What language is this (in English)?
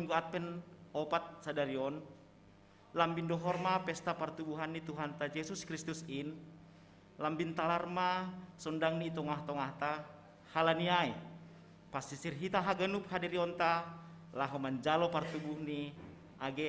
Batak Simalungun